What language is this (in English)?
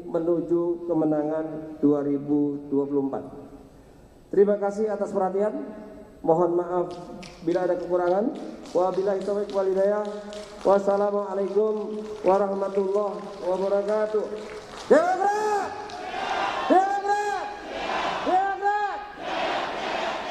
Indonesian